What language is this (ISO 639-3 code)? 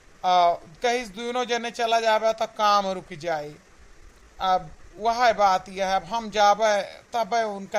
awa